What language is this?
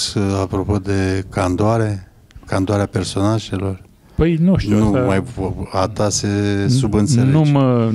Romanian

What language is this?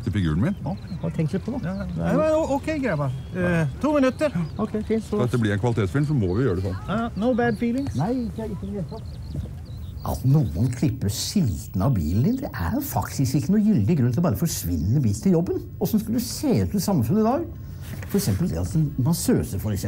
Norwegian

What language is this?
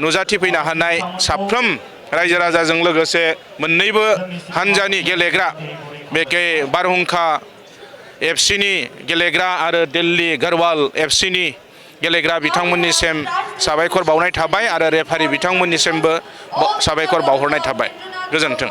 Bodo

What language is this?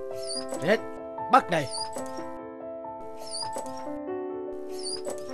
Vietnamese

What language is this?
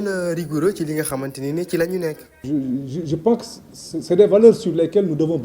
Wolof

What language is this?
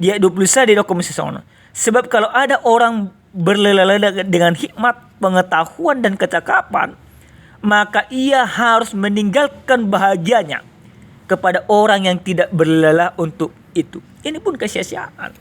Batak Toba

